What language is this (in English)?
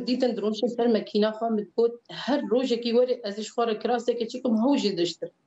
Kurdish